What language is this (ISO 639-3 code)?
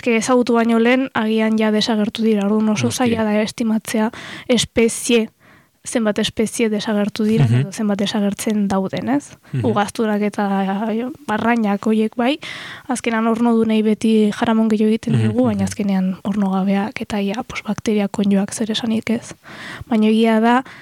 eus